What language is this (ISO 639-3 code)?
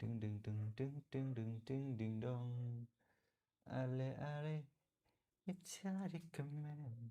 kha